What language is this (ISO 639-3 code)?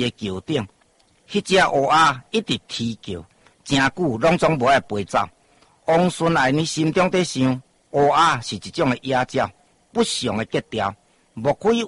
nan